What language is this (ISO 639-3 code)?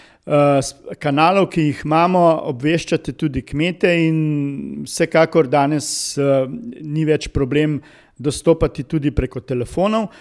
slv